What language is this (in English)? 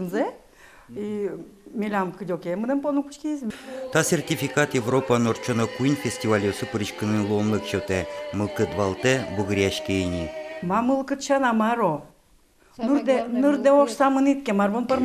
Udmurt